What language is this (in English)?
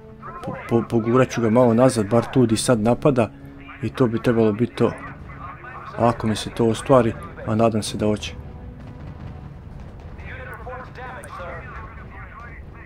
Croatian